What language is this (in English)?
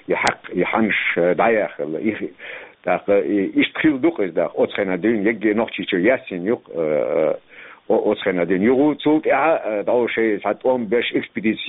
Chechen